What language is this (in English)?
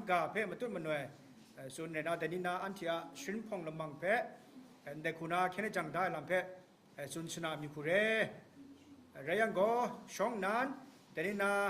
Kachin